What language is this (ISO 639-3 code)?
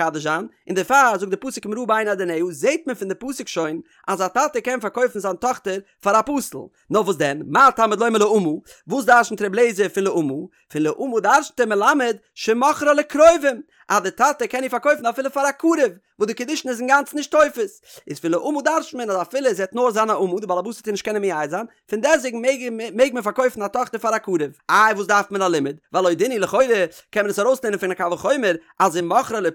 yid